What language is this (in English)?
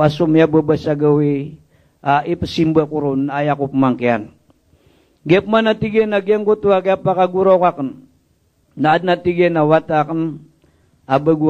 Maranao